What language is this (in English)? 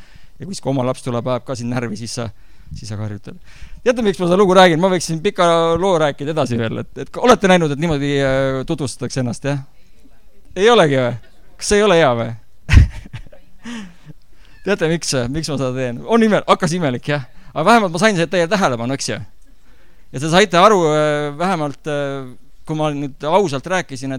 Estonian